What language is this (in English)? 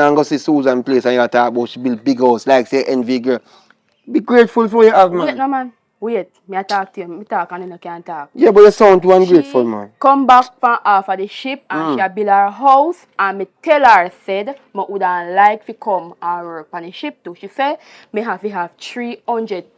Jamaican Creole English